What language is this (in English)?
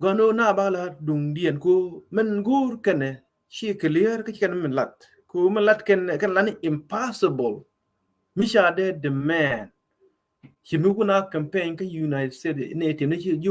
Nuer